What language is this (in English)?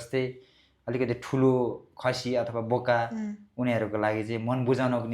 Nepali